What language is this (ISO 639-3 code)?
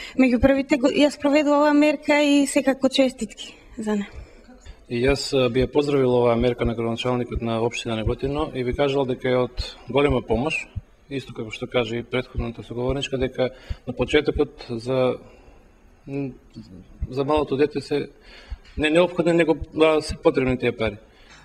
mkd